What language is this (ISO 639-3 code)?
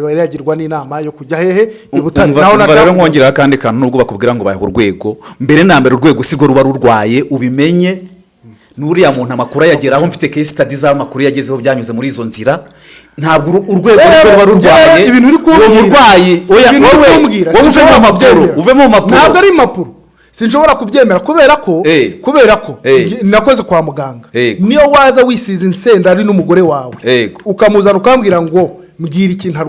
kin